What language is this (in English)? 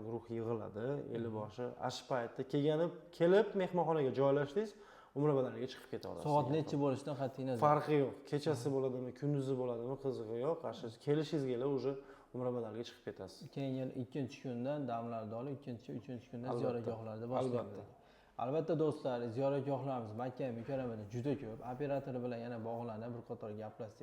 Uzbek